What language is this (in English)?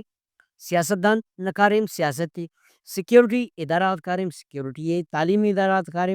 Brahui